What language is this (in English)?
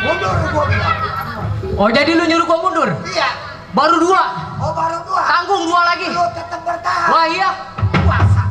Betawi